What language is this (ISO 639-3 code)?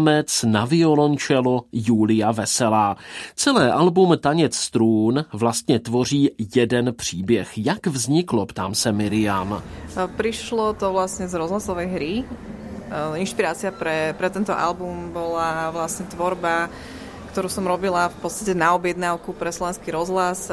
slk